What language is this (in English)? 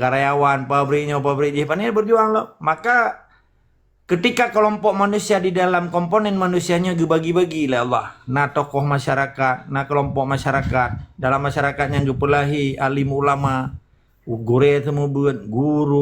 Achinese